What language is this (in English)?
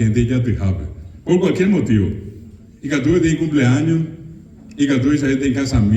Guarani